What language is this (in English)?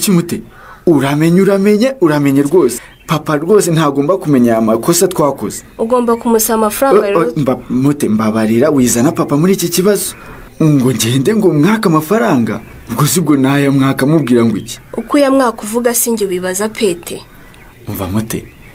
Kinyarwanda